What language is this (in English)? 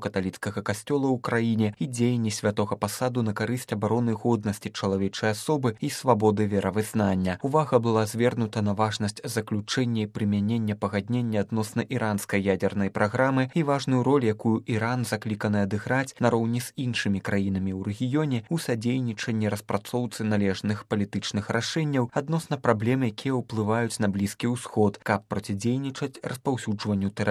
Belarusian